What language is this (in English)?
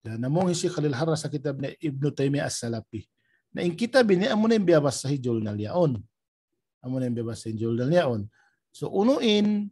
Tausug